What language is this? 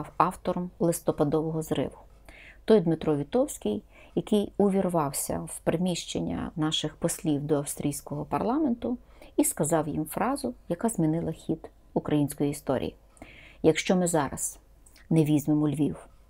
Ukrainian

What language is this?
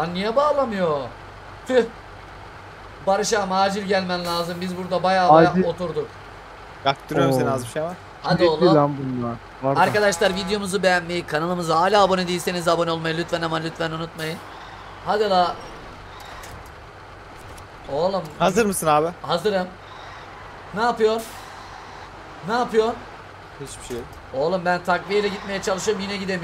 Turkish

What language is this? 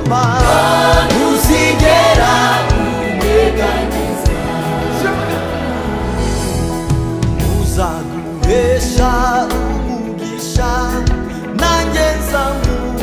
Kinyarwanda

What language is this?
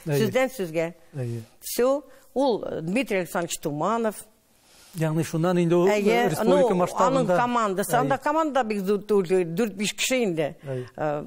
Tatar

